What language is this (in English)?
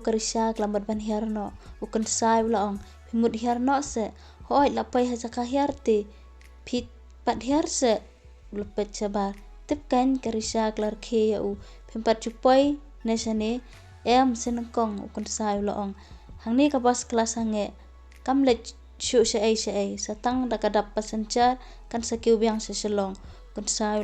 Khasi